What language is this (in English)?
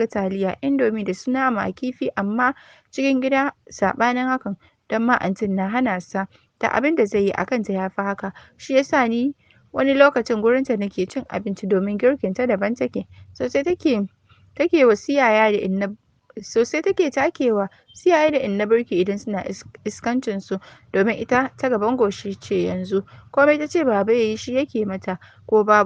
Hausa